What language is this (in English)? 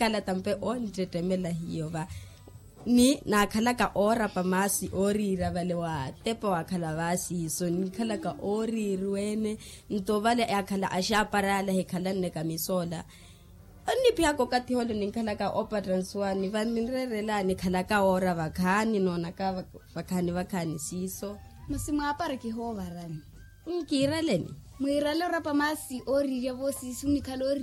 Makhuwa